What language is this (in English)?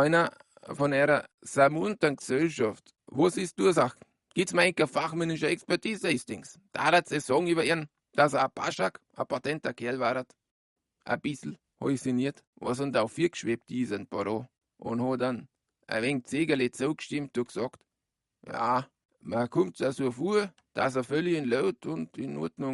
Bavarian